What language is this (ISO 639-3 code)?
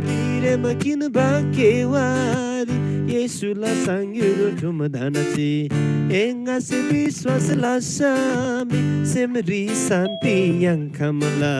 taj